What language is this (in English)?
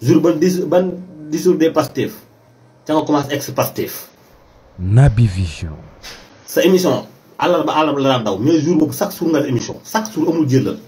Wolof